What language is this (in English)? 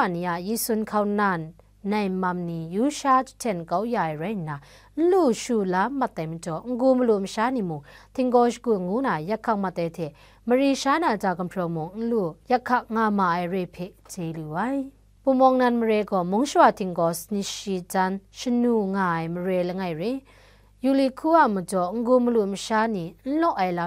Kachin